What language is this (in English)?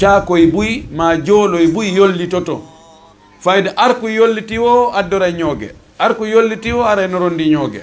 Fula